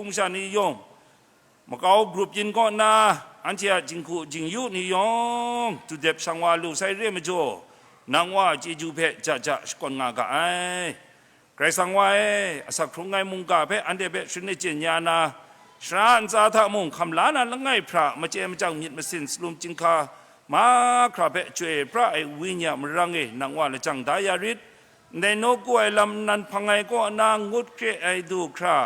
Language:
Kachin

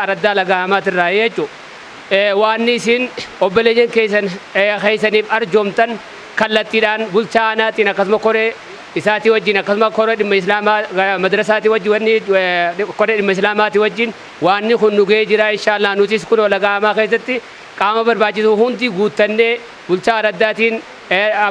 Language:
Oromo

